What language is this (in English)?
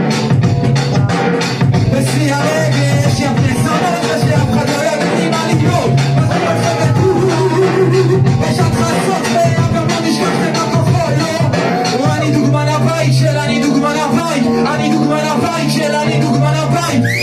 Hebrew